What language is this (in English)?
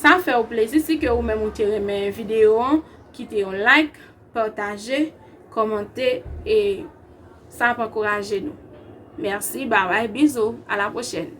Haitian Creole